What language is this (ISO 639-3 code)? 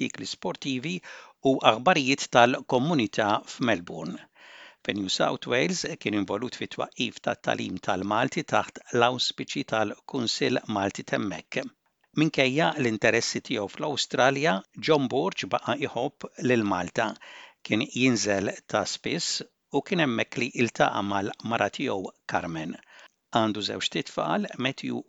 mlt